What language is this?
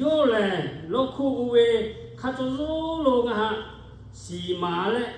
Lahu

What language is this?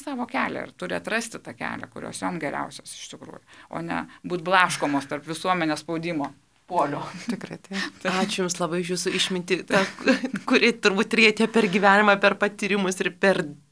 Lithuanian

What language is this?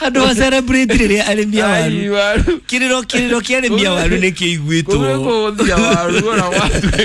Kikuyu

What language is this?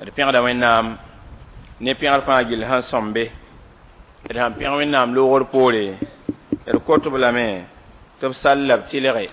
Mossi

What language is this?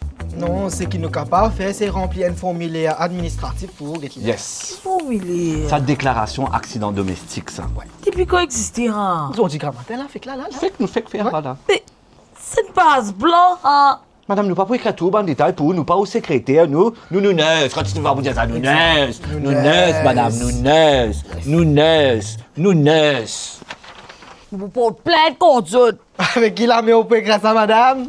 Morisyen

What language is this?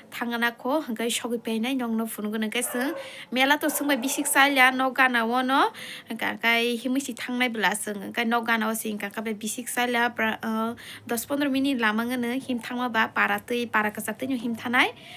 Kok Borok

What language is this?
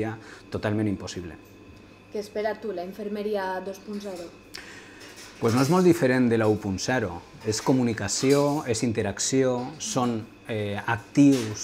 Catalan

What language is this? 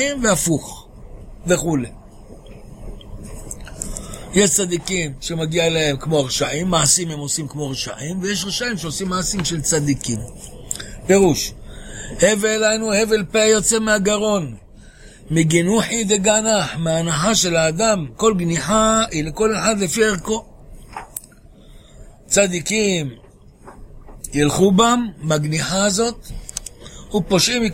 Hebrew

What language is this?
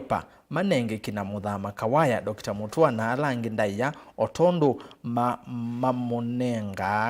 Kamba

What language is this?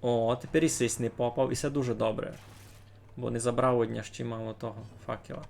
Rusyn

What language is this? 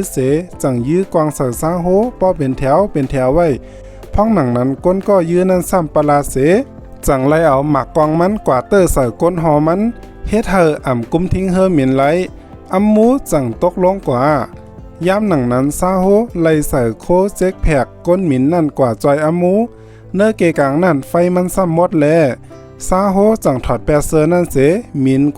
Shan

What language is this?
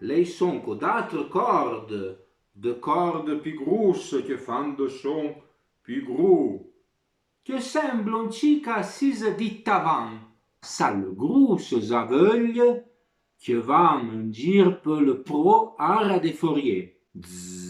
Arpitan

